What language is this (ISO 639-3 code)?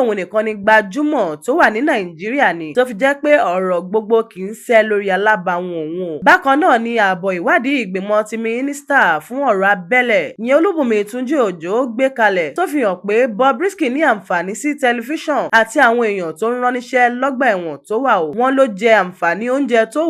yor